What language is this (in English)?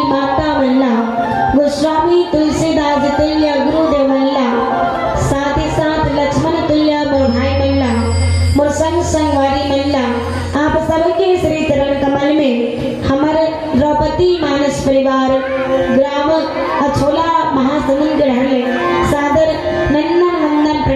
Chhattisgarhi